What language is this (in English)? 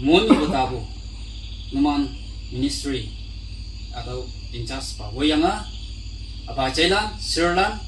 Naga Pidgin